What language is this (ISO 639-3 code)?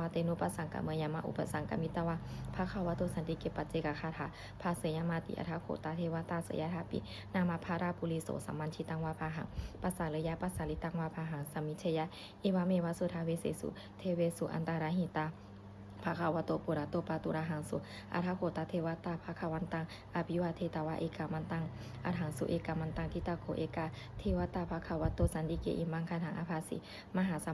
pli